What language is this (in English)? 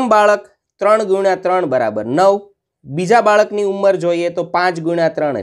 Gujarati